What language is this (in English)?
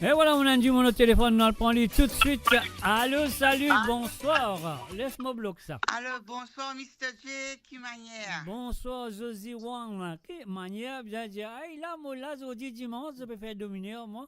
Morisyen